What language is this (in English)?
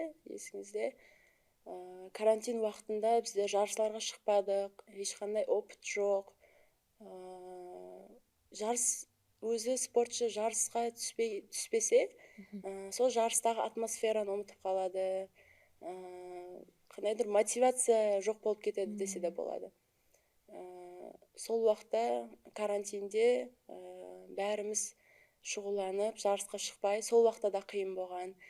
Kara-Kalpak